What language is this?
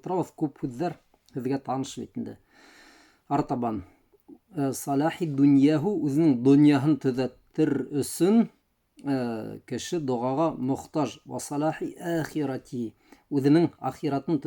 Bashkir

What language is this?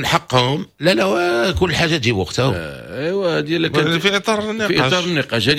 Moroccan Arabic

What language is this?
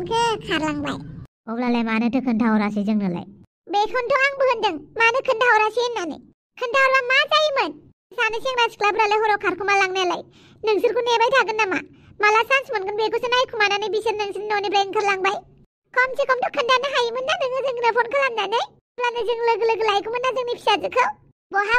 Bodo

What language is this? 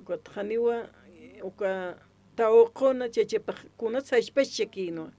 Aymara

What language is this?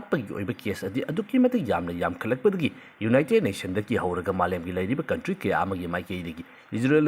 Manipuri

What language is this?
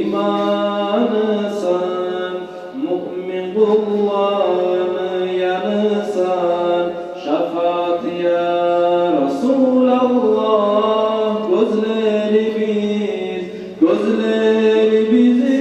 Kumyk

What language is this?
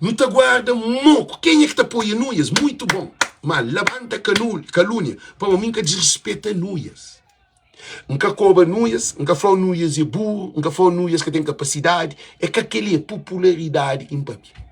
Kabuverdianu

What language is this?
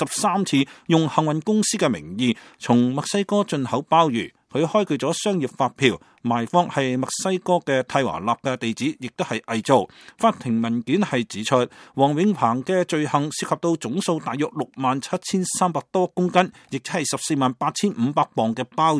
Cantonese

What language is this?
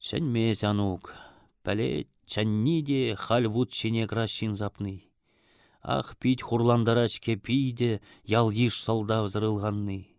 Chuvash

